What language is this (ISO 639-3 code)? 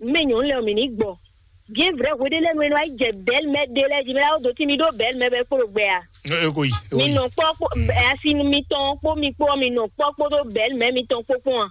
fon